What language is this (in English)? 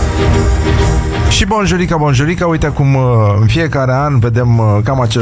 Romanian